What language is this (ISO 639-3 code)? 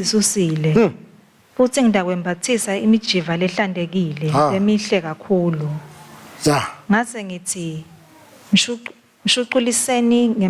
ssw